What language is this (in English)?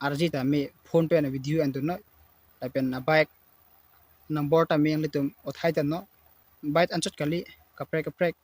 Karbi